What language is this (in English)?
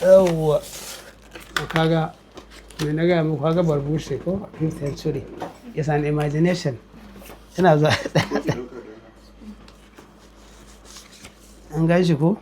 Hausa